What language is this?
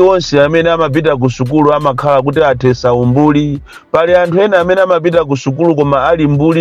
Nyanja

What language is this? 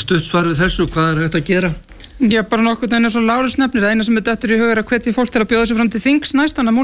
Icelandic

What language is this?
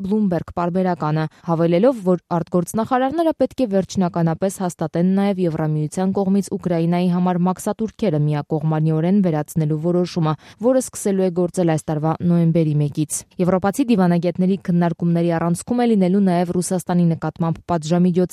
Armenian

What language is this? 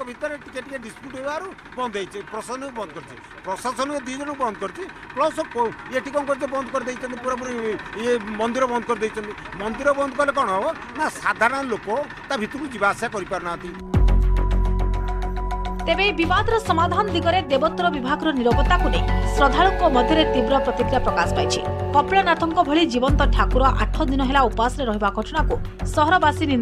Odia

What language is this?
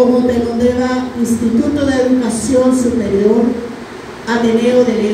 Guarani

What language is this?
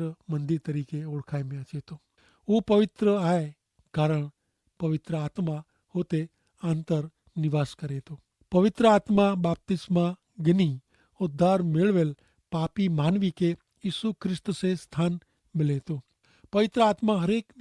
Kachhi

